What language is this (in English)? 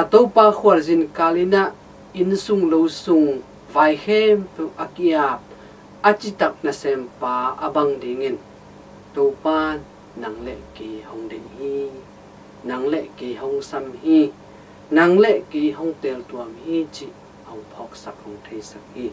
Tedim Chin